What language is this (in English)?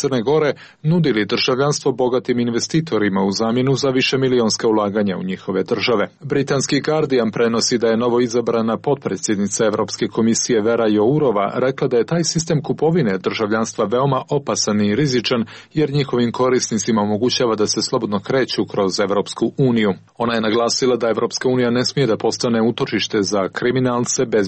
Croatian